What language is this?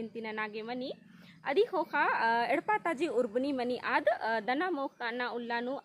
Kurukh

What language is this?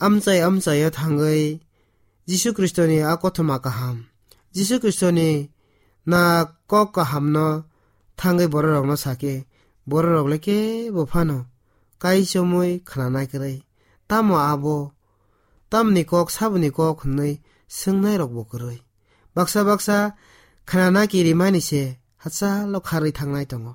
Kok Borok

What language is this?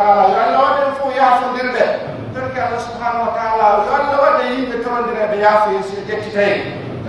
Pular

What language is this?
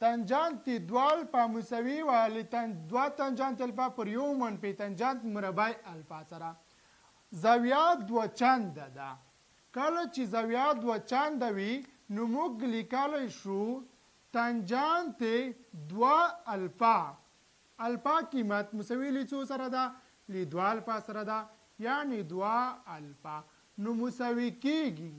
Pashto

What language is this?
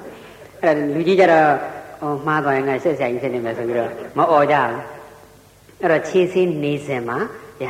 Burmese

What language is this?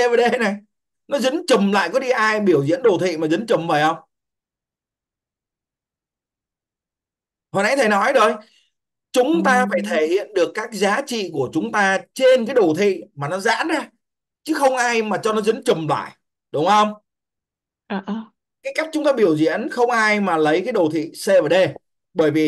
Vietnamese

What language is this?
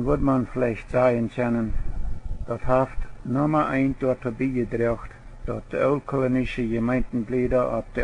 Plautdietsch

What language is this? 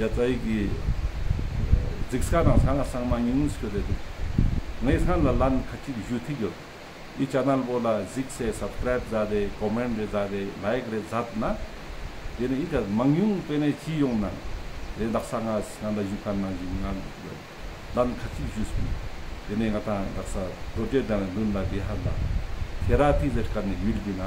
Ladakhi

